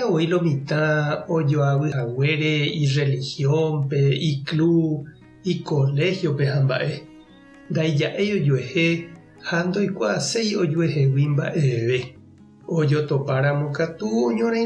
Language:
Guarani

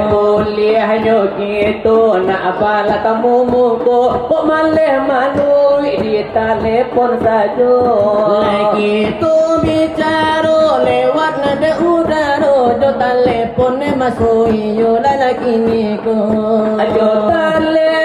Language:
Minangkabau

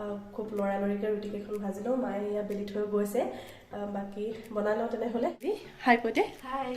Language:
Assamese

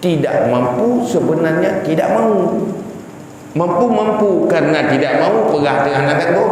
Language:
Achinese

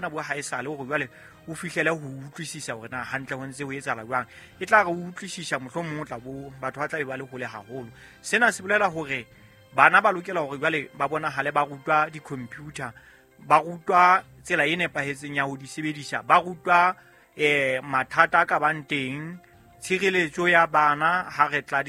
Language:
Southern Sotho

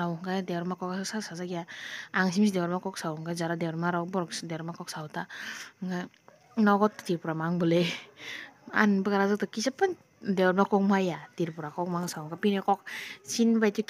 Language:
Kok Borok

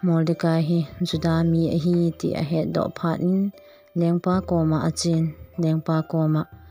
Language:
Thado Chin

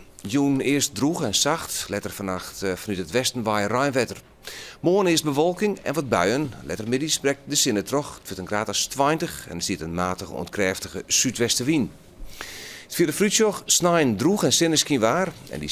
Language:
Western Frisian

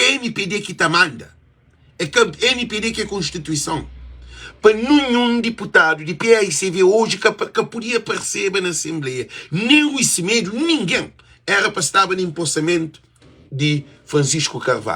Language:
Kabuverdianu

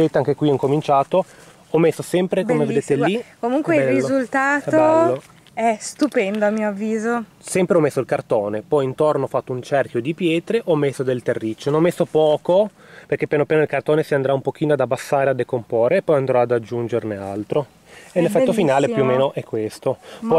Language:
Italian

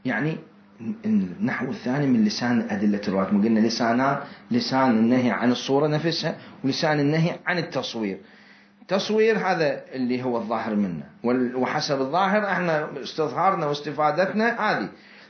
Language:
Mesopotamian Arabic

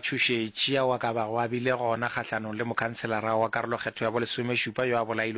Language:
Northern Sotho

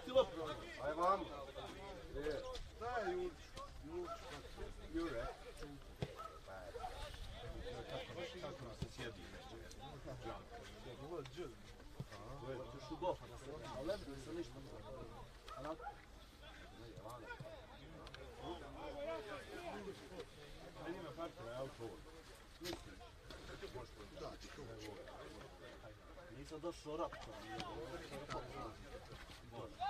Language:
Croatian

